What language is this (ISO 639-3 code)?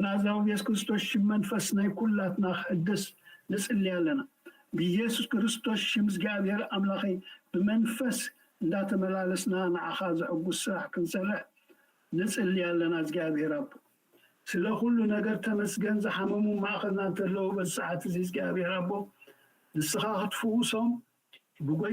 tir